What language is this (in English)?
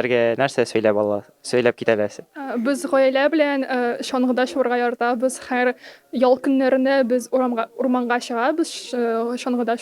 Tatar